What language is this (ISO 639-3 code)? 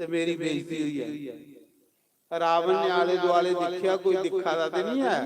doi